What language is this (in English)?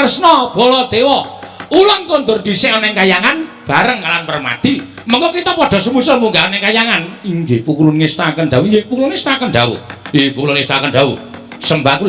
Javanese